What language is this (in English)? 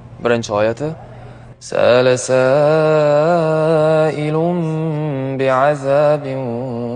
Uzbek